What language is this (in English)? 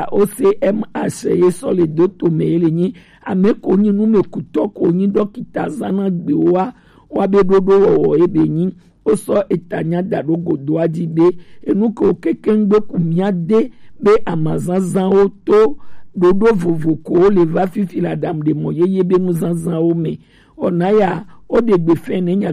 Gen